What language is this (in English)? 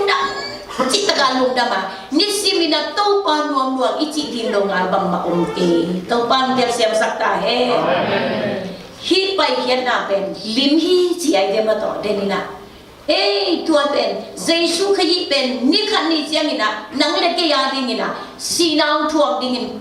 Tedim Chin